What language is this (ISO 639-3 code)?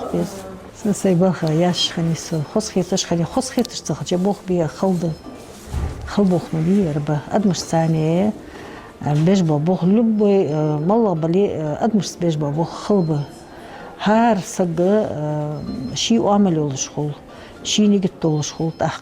inh